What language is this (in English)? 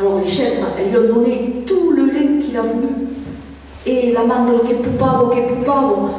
Occitan